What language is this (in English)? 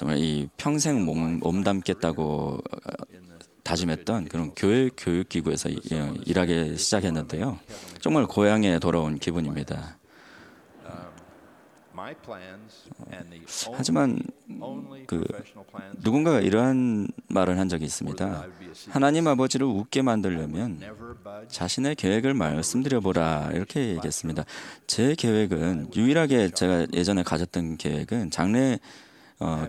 Korean